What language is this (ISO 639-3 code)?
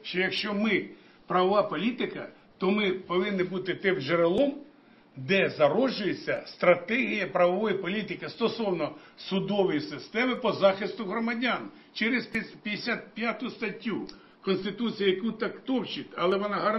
ukr